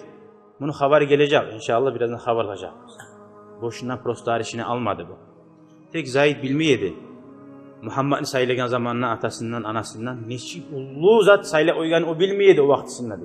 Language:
Kumyk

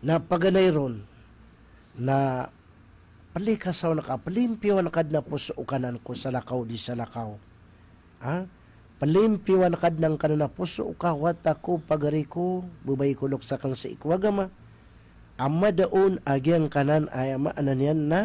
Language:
Maranao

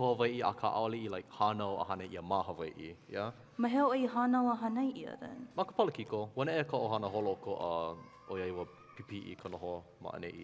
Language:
Hawaiian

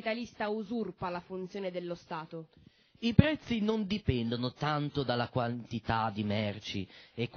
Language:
Italian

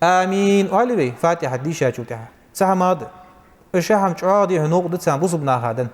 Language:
Ingush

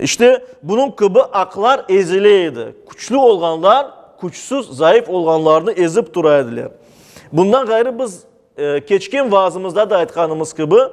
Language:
Crimean Tatar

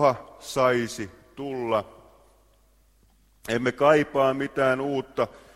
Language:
Finnish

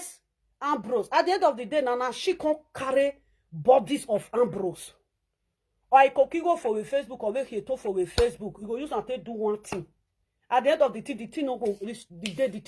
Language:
Nigerian Pidgin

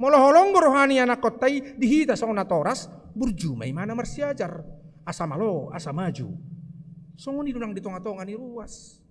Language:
Batak Toba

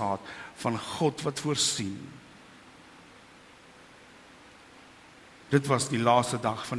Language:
Afrikaans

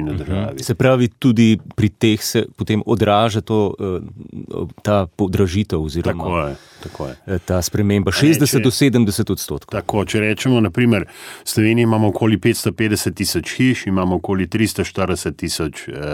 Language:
Slovenian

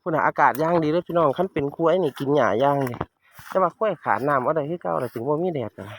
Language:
Northeastern Thai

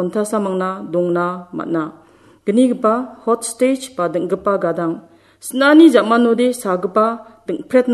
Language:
Garo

